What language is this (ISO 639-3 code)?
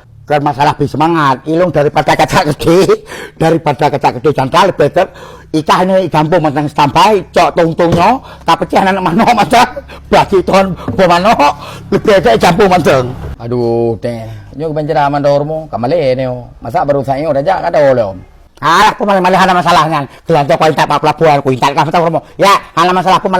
ace